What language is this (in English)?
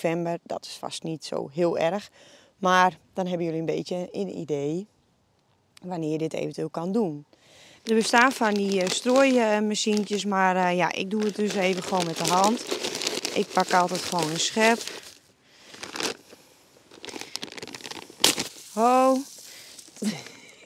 Dutch